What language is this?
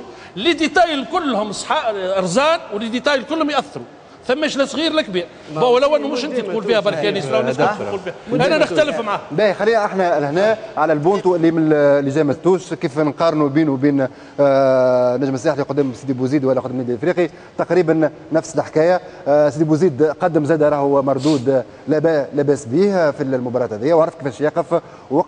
Tunisian Arabic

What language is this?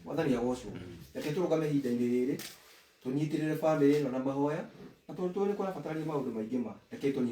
Kikuyu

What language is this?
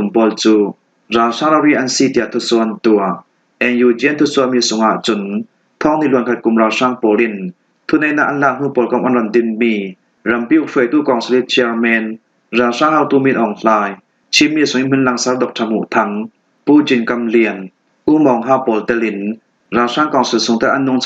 Falam Chin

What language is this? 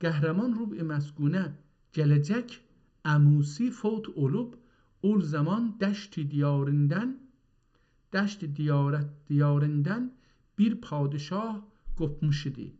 South Azerbaijani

